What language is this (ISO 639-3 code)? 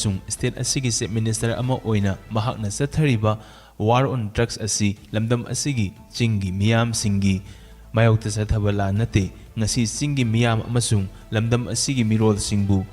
mni